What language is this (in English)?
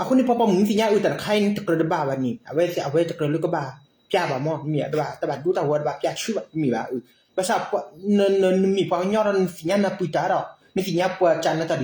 S'gaw Karen